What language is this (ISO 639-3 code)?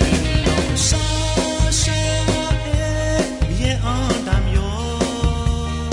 ahk